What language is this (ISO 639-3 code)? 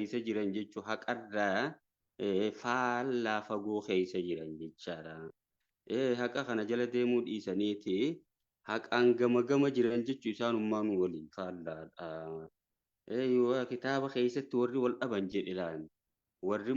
orm